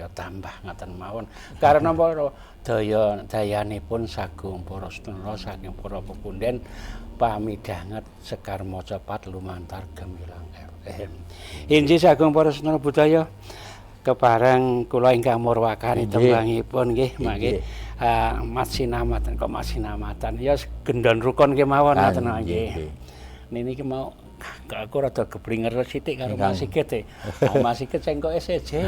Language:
Javanese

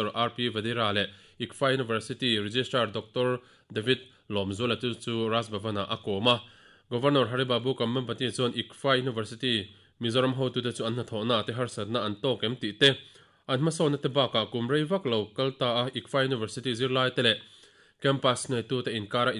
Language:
Mizo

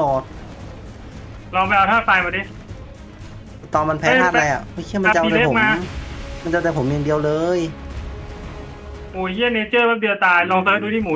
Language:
Thai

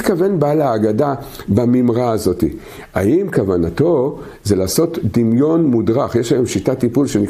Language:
Hebrew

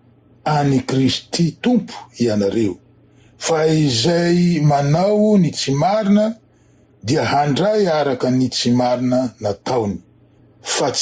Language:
Malagasy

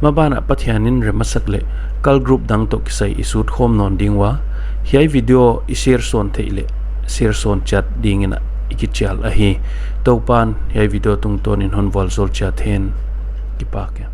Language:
Paite Chin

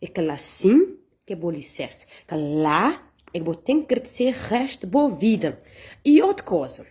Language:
Kabuverdianu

